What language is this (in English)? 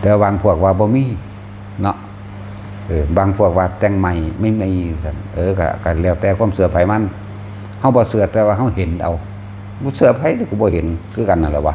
Northeastern Thai